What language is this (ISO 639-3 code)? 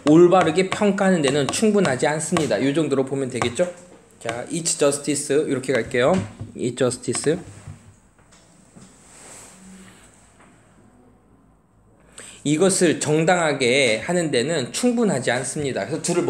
kor